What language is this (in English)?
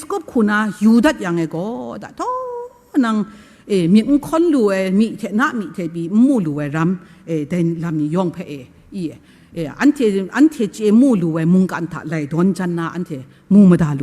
Kachin